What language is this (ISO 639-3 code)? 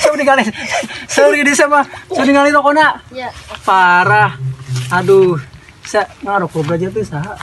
sun